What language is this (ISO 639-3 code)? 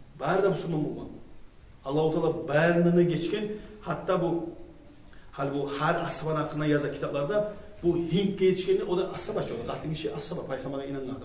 kum